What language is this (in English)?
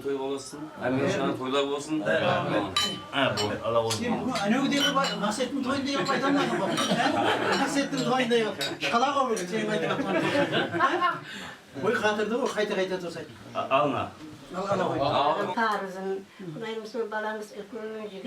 Kara-Kalpak